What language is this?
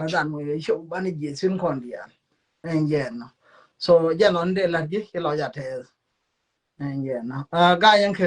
Nuer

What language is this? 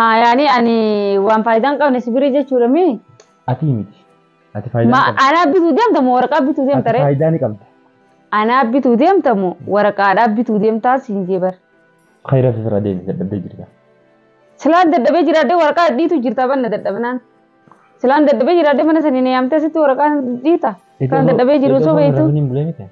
Oromo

